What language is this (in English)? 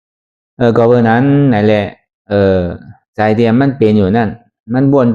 Shan